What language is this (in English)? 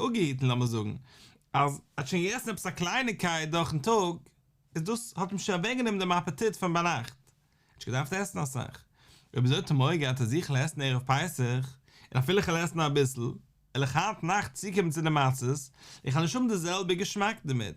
Yiddish